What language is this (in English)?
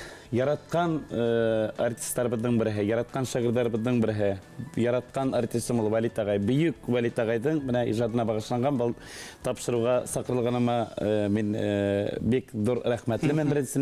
Bashkir